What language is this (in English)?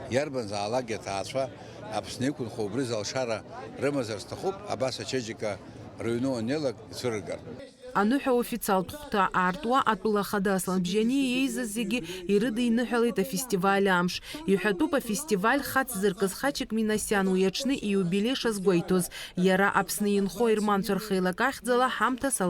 Abkhazian